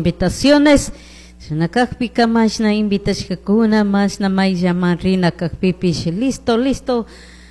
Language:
Chimborazo Highland Quichua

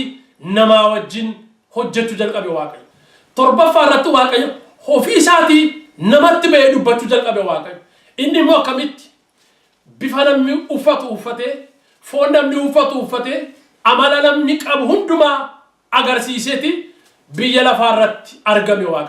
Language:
Oromo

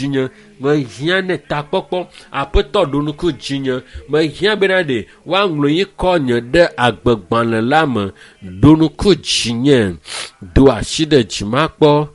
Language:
Ewe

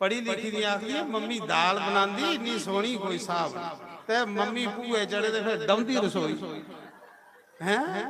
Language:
Dogri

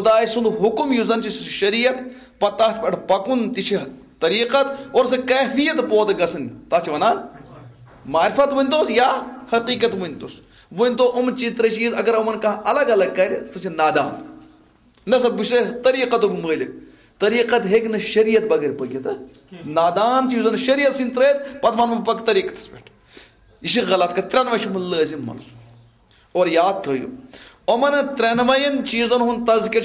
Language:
Kashmiri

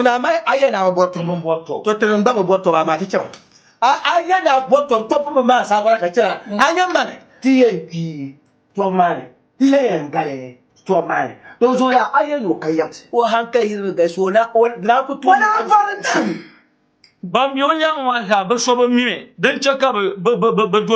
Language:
Dagbani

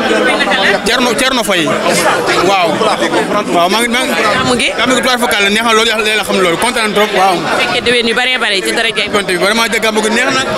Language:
Wolof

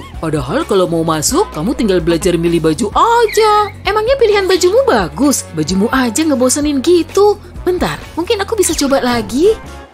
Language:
Indonesian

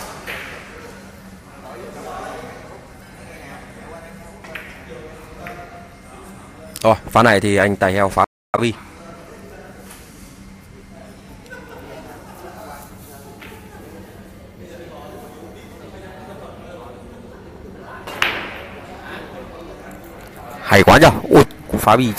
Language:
Vietnamese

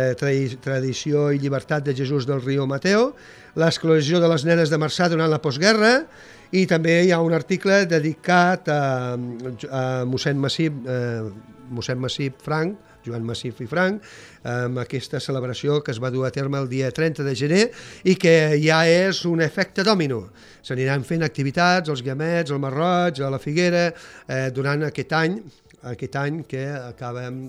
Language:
Catalan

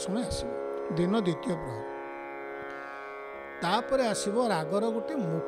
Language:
Odia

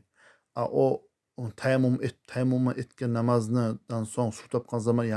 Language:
Kumyk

